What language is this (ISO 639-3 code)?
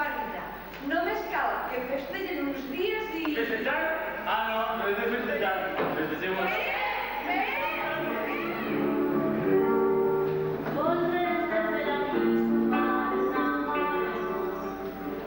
cat